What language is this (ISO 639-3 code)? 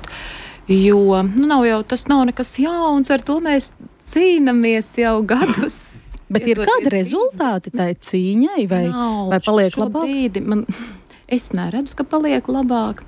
lav